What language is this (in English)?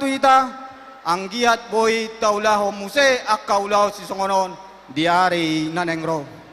Batak Toba